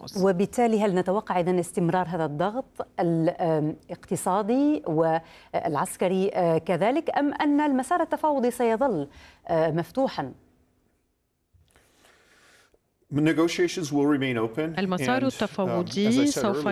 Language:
Arabic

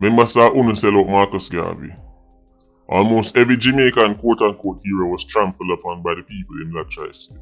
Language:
Jamaican Creole English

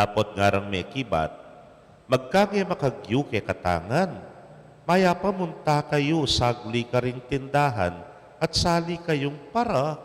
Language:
Pampanga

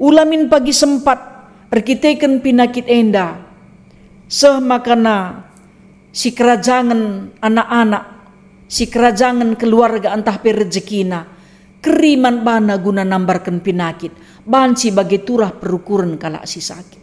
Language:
Batak Karo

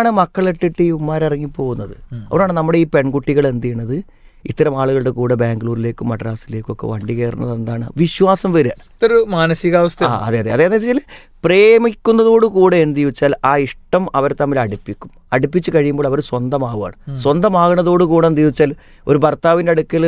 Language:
Malayalam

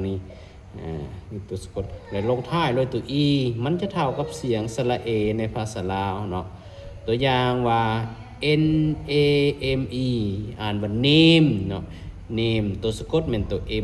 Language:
Lao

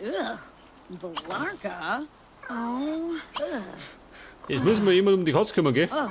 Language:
Bavarian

